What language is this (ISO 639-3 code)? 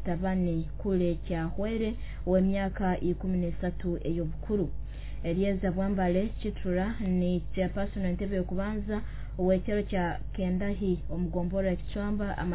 nyo